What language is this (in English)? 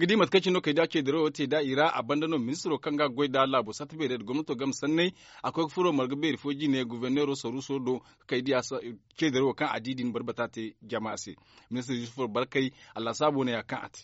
Zarma